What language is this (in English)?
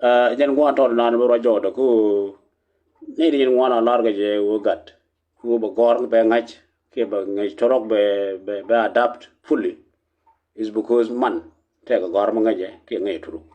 Nuer